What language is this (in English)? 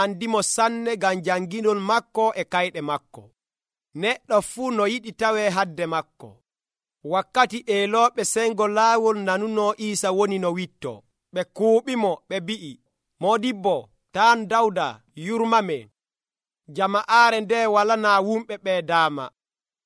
Nigerian Fulfulde